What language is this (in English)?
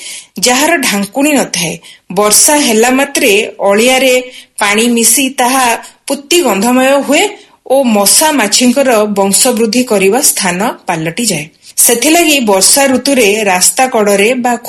Odia